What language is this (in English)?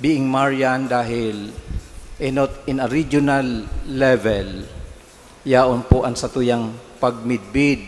Bikol